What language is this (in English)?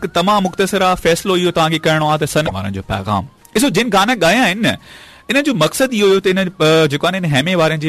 Saraiki